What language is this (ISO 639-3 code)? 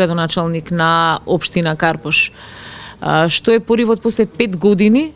mkd